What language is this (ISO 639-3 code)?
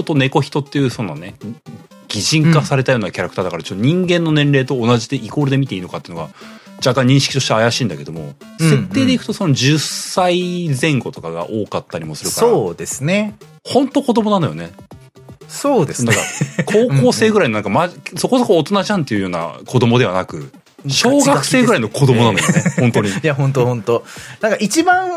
jpn